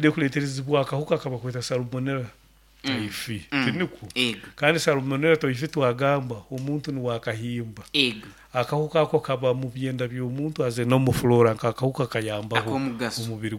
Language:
Nyoro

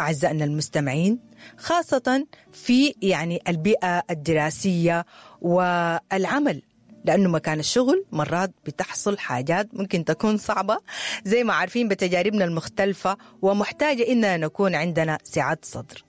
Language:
Sudanese Arabic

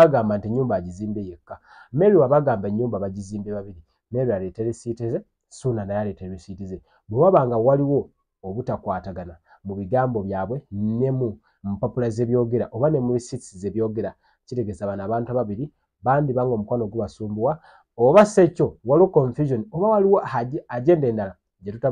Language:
Ganda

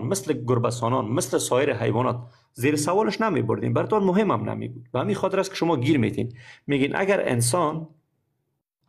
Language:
Persian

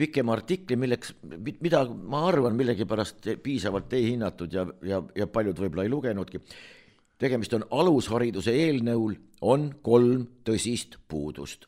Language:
Estonian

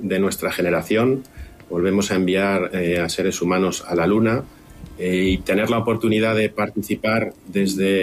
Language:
Catalan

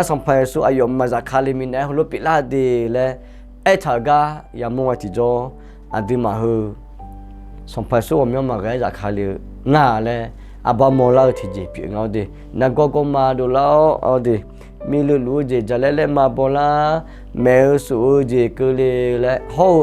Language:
Akha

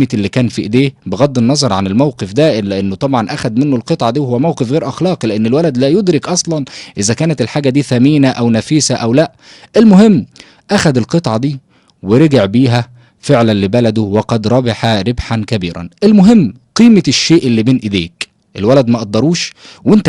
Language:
Egyptian Arabic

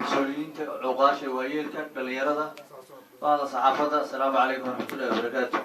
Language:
Somali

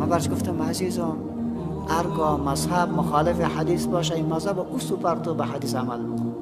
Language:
Persian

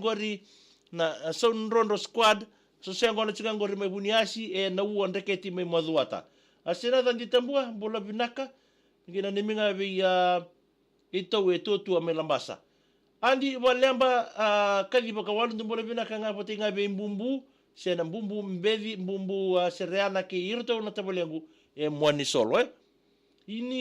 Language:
Fijian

